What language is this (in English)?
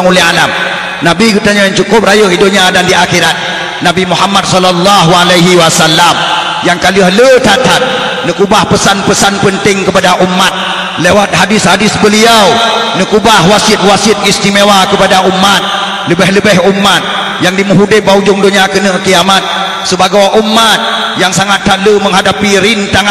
Achinese